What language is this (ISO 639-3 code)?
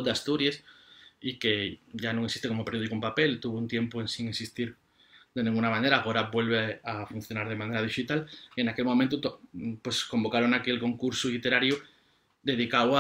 ast